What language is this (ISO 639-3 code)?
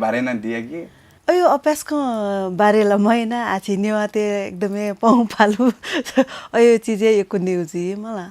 new